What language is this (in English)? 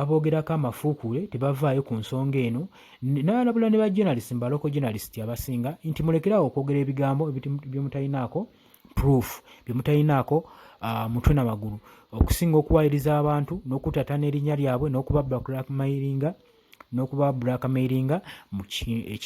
Ganda